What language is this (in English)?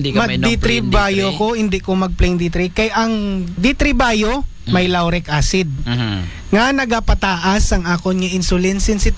Aklanon